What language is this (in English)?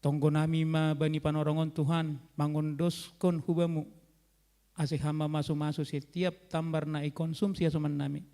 Batak Simalungun